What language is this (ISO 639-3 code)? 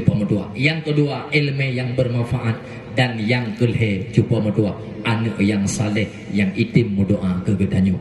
ace